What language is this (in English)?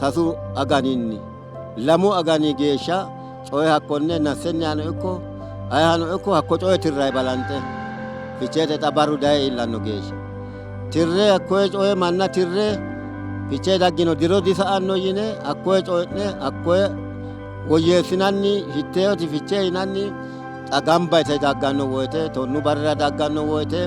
Sidamo